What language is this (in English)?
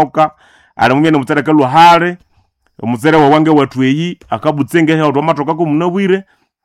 Nande